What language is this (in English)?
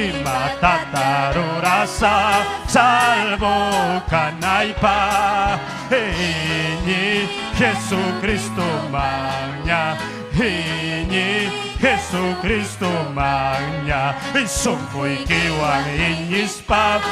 Ayacucho Quechua